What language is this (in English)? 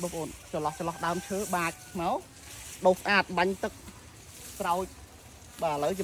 Khmer